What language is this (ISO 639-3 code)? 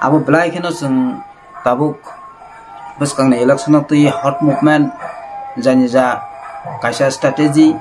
trp